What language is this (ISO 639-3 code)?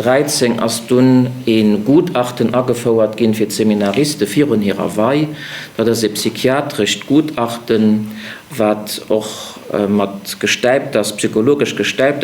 ltz